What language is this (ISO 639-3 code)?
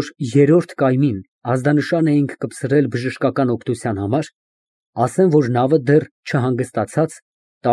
hye